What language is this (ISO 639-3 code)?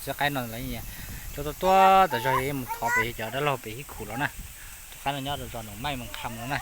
hmn